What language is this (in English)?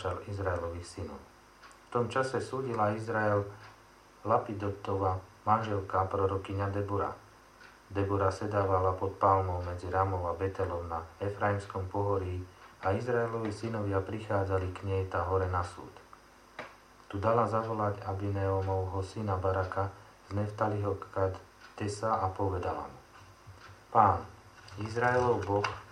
Slovak